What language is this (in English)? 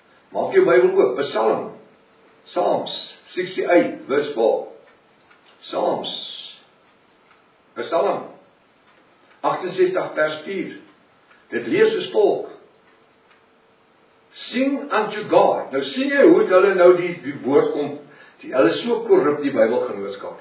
Afrikaans